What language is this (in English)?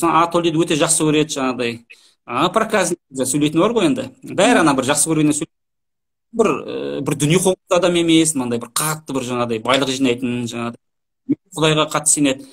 Kazakh